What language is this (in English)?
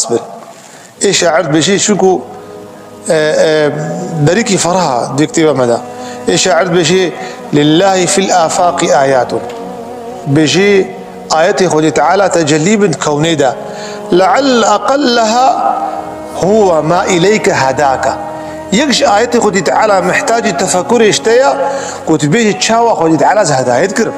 Kurdish